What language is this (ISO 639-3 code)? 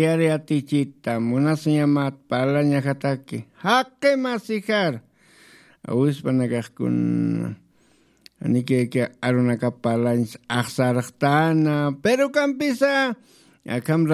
aym